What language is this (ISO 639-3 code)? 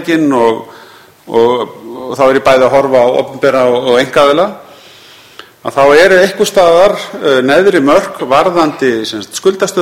isl